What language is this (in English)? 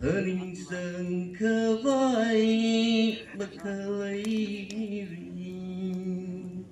Tangkhul Naga (India)